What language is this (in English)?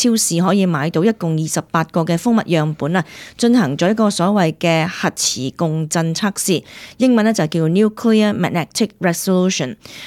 Cantonese